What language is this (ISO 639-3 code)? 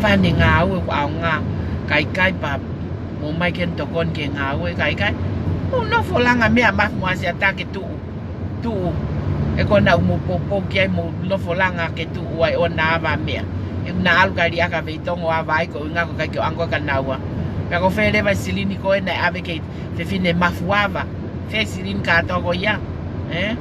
ton